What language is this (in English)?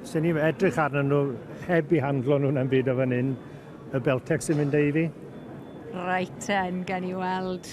Welsh